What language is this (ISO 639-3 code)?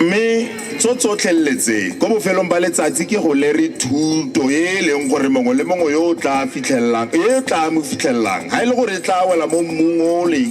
tsn